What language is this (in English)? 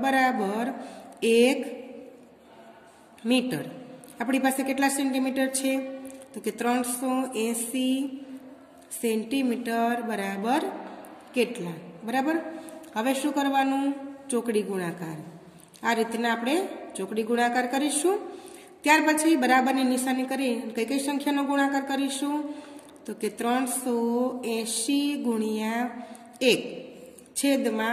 Gujarati